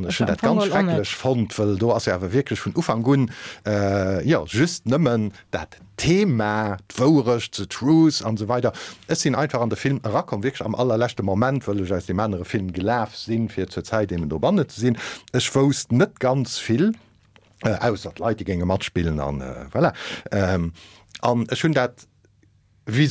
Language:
Luxembourgish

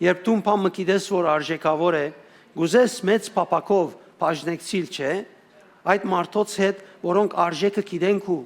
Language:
Western Armenian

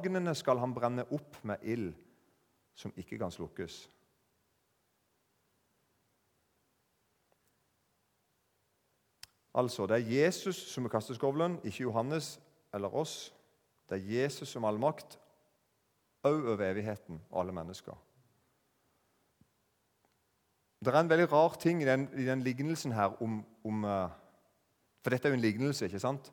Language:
Norwegian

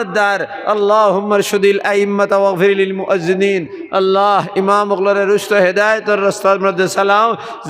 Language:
Sylheti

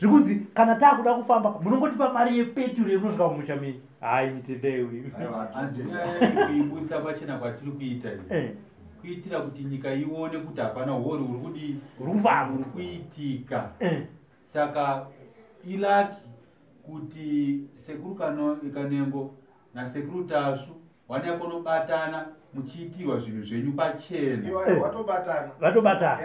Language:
Shona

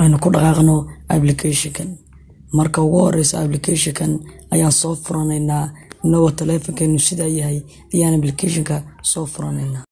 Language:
Somali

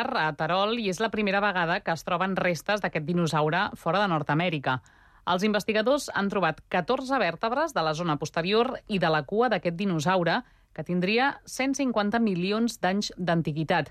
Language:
Catalan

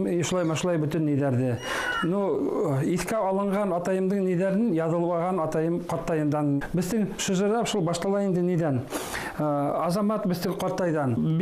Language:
Bashkir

